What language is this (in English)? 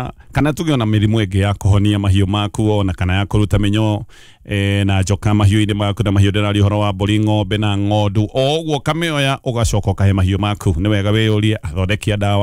Kikuyu